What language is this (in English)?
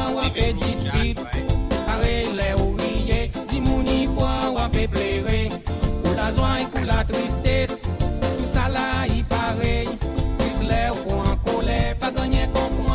Seselwa Creole French